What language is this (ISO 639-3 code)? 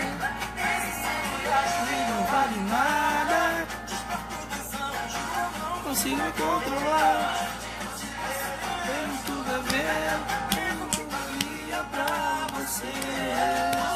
por